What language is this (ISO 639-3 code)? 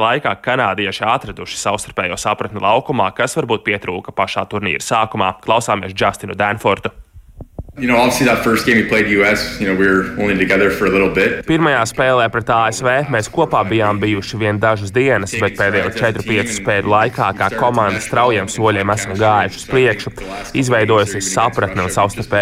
lav